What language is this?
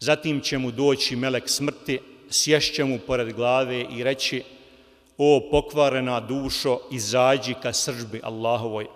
Bosnian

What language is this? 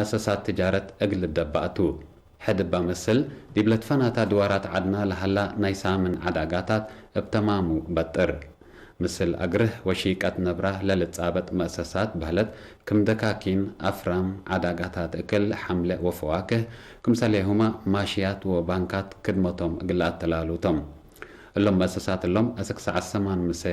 Tigre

